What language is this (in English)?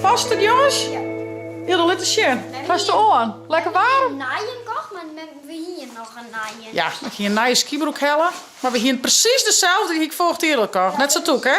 Western Frisian